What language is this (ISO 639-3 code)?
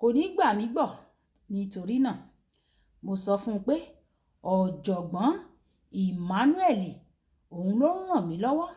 yor